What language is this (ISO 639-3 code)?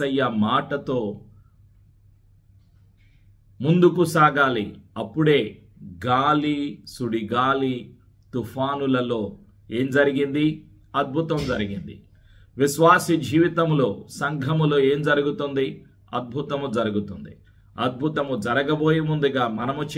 tel